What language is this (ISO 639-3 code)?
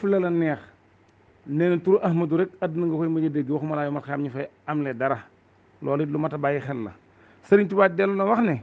wol